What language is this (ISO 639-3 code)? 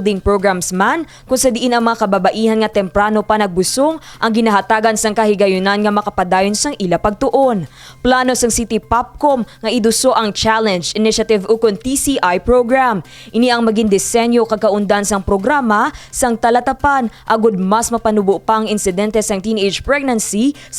hil